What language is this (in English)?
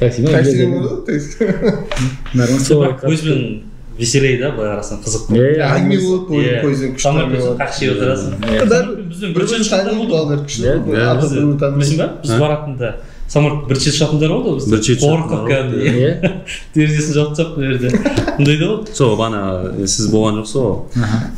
Kazakh